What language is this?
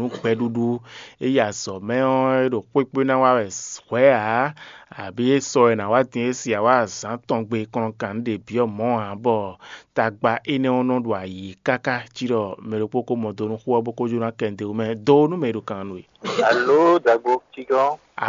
Fon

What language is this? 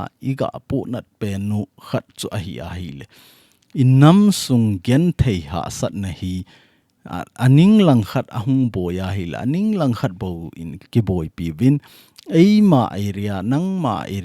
Thado Chin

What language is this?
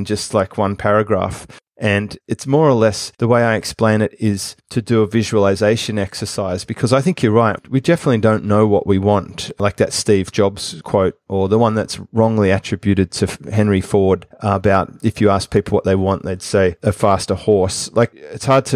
English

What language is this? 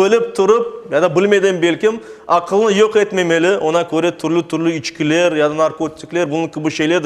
Crimean Tatar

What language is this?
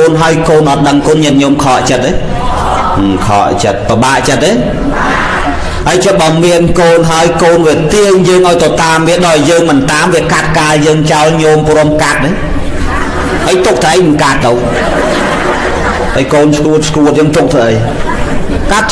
Khmer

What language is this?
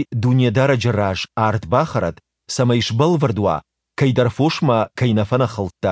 Ossetic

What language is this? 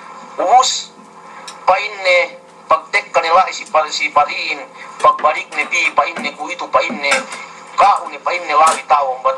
Yakan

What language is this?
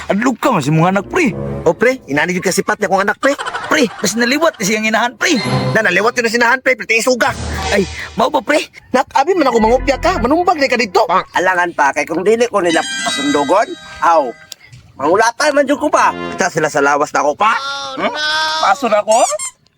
Cebuano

